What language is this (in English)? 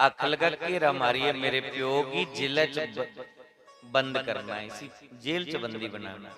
Dogri